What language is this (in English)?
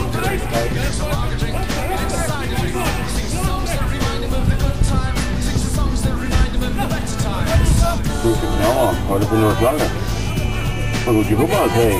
Danish